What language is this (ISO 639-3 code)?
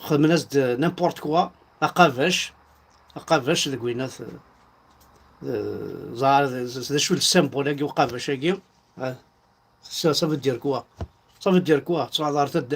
kab